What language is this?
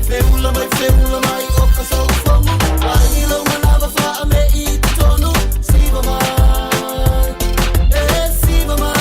Samoan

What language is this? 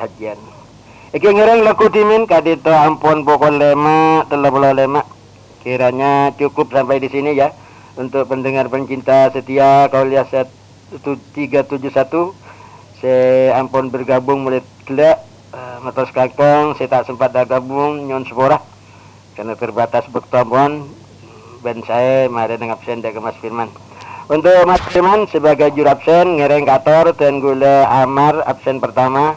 Madurese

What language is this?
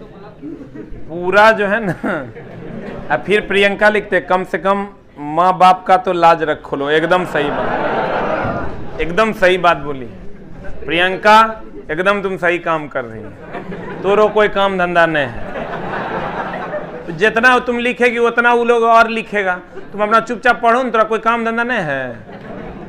Hindi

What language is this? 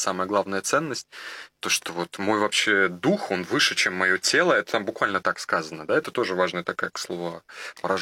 Russian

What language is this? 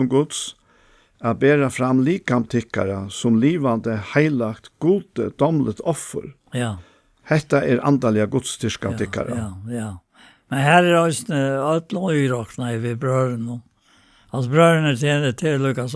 Faroese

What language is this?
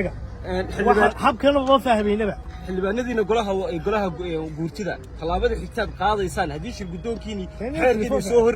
Somali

